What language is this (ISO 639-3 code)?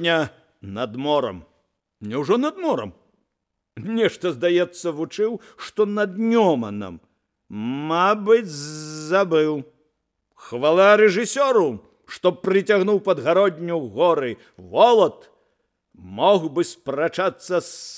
bel